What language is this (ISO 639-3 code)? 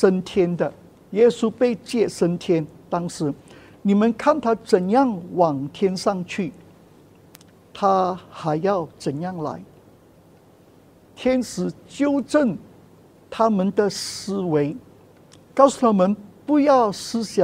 zho